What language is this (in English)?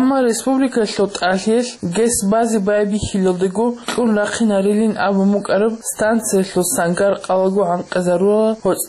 Avaric